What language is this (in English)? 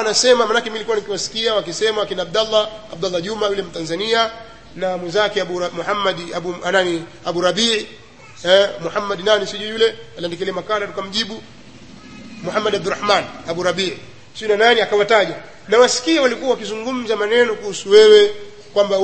Swahili